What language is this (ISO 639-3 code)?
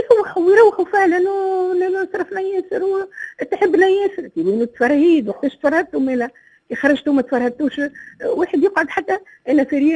aeb